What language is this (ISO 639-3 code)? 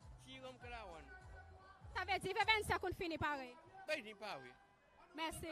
crs